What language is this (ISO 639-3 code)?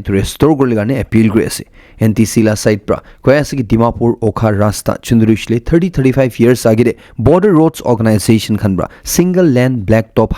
nag